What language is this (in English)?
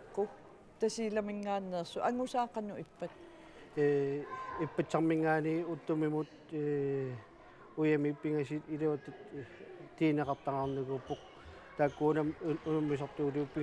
Kalaallisut